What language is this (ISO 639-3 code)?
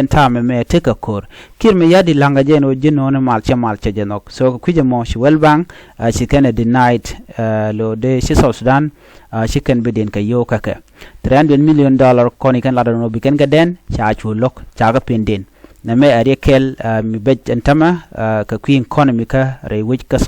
nus